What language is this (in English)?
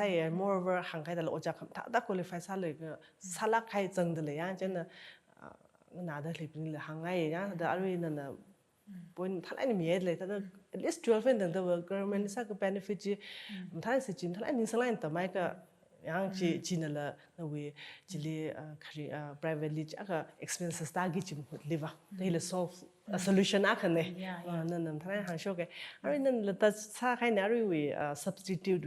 Tangkhul Naga (India)